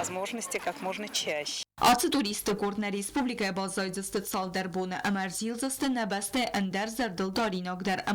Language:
Ossetic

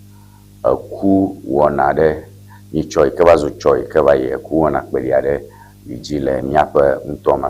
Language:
Ewe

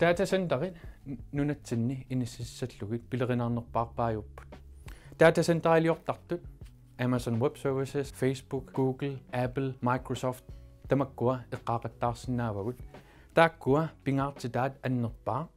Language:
Kalaallisut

